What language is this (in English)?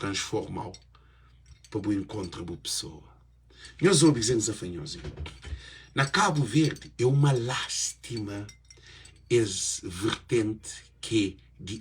Kabuverdianu